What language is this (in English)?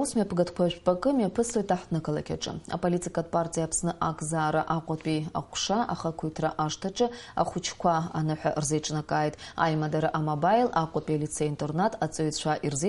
Abkhazian